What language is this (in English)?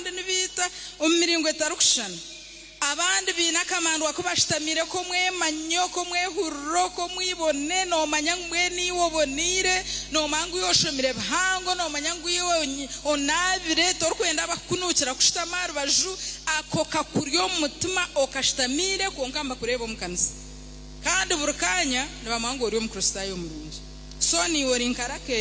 Nyankole